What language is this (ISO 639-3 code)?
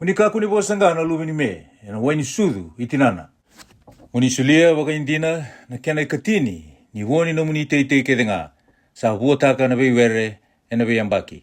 fij